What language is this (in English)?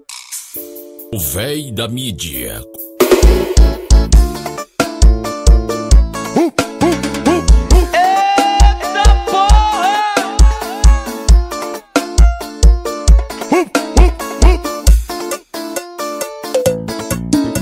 Portuguese